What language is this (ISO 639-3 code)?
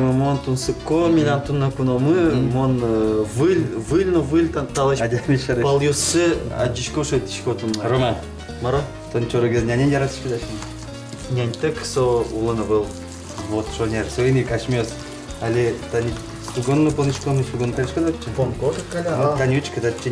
udm